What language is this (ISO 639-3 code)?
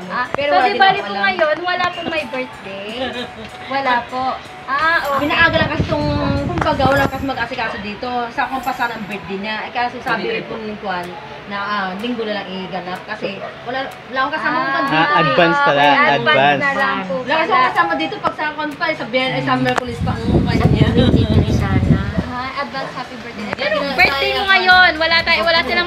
fil